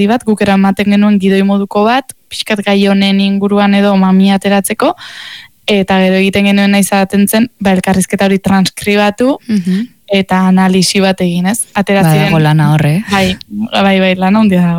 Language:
Basque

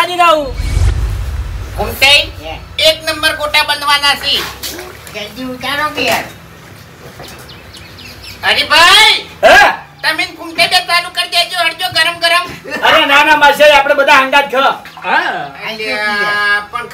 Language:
Gujarati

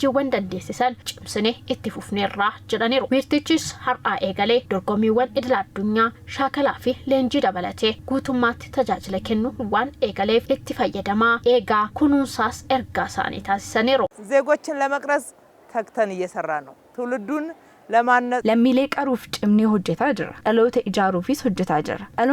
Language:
Oromo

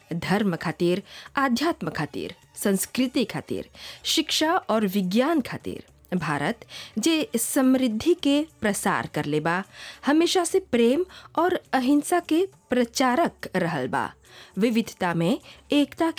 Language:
Bhojpuri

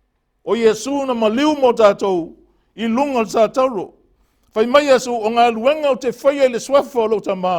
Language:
Samoan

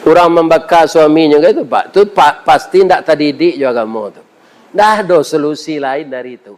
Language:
Minangkabau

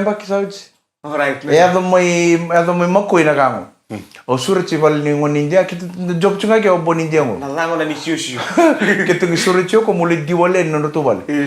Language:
Fijian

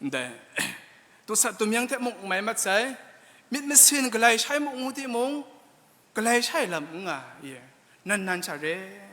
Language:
Kachin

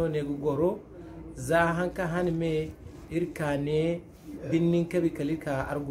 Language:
Zarma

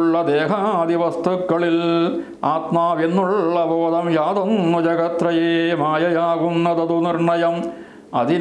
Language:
Malayalam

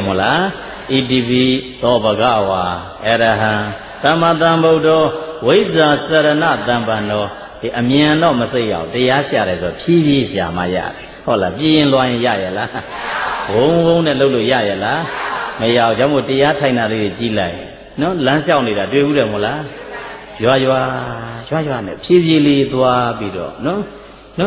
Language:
Burmese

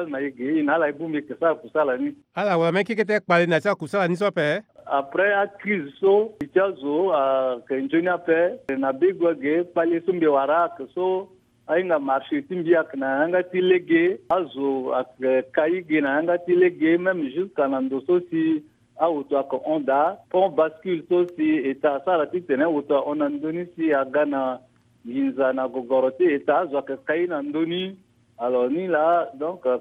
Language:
Sango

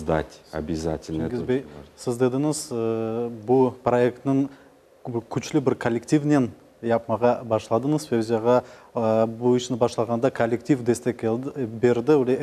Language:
Crimean Tatar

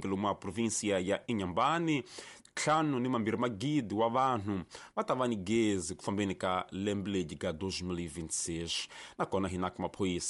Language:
Tsonga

